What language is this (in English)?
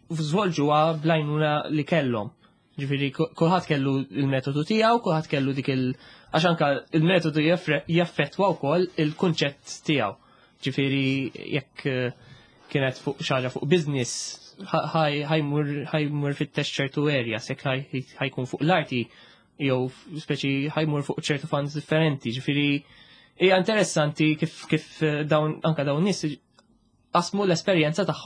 Maltese